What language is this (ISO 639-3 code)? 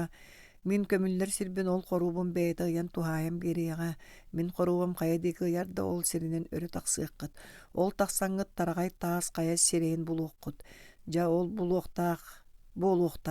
sah